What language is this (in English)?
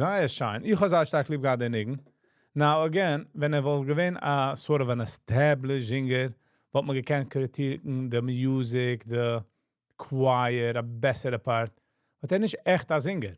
Yiddish